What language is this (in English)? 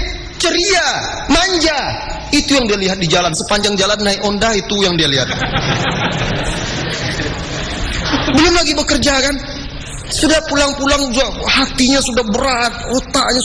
Indonesian